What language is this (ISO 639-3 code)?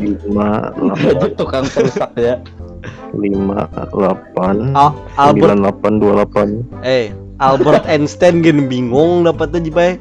bjn